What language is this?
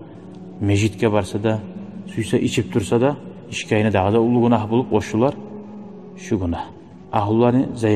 Kumyk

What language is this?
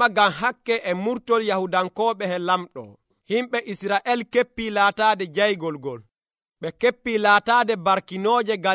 Nigerian Fulfulde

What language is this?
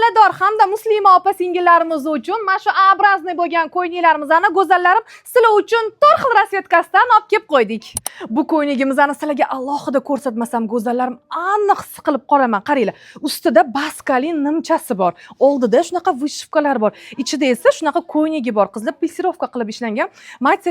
Uzbek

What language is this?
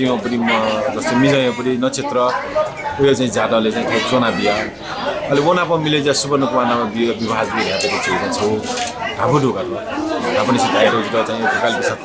Newari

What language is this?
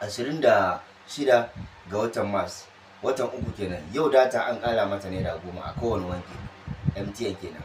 Hausa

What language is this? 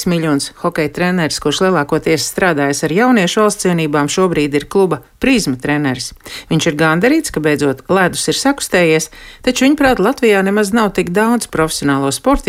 Latvian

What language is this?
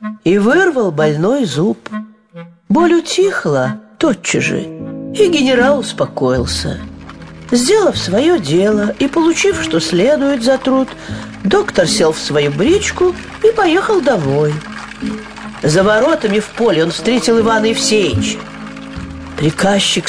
Russian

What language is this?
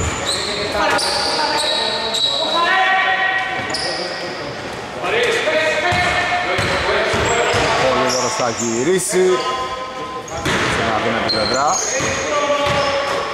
Greek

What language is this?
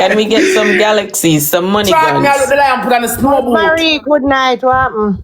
Jamaican Creole English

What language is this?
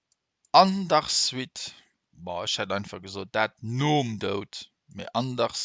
Luxembourgish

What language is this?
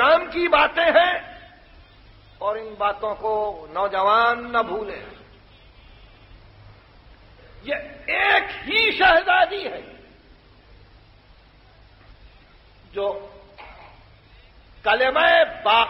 Urdu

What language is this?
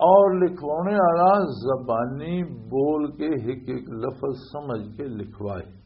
Western Panjabi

